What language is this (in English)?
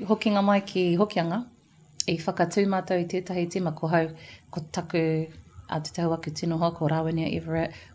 Māori